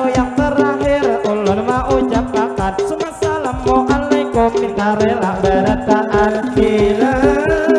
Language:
Banjar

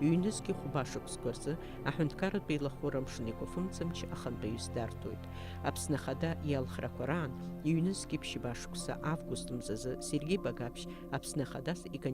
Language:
Abkhazian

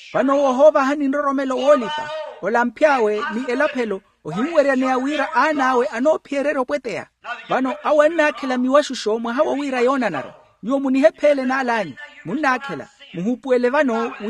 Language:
Makhuwa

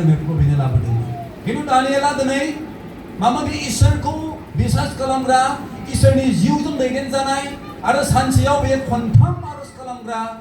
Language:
Bodo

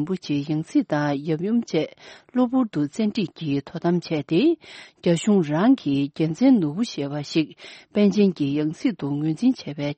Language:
Tibetan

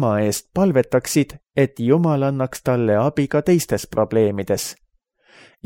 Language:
Estonian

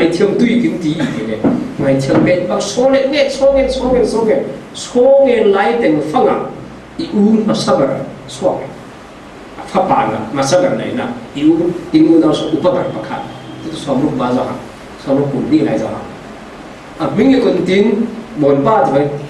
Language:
Falam Chin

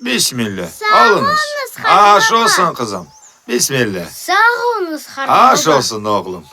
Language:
Crimean Tatar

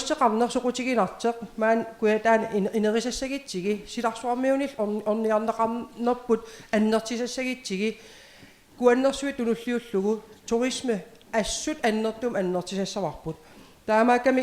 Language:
Kalaallisut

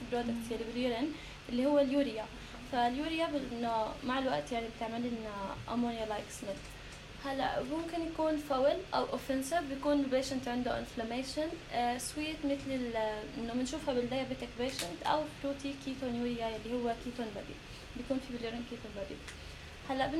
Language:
North Levantine Arabic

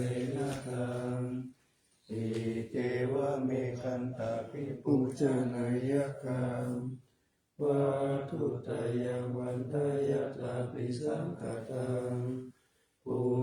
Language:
Pali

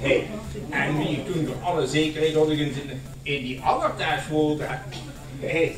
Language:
Limburgish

